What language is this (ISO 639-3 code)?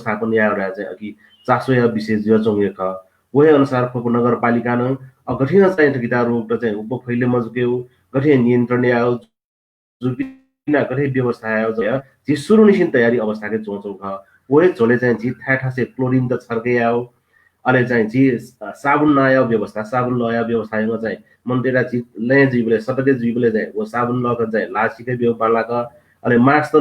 new